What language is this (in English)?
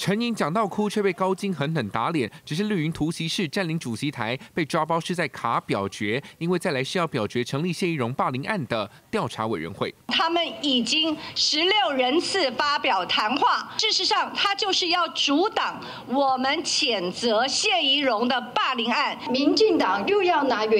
Chinese